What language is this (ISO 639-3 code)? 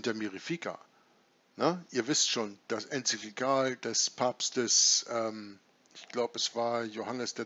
deu